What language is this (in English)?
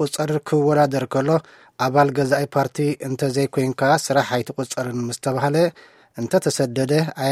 Tigrinya